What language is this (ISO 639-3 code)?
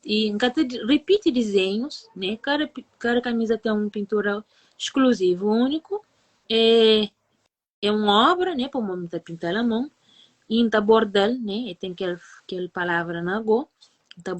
kea